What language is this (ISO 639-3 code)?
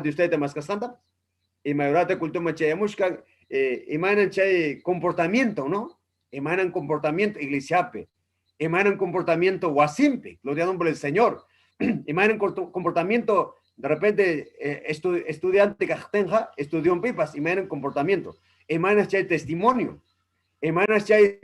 quy